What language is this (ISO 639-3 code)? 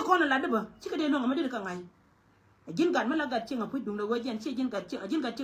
nus